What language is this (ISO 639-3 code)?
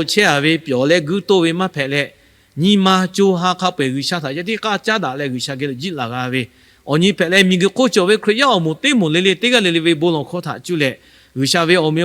lhu